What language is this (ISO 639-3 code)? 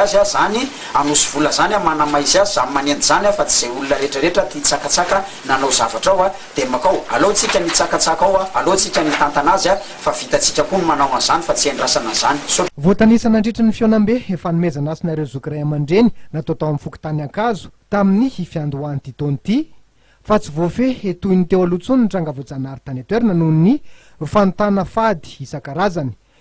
mlg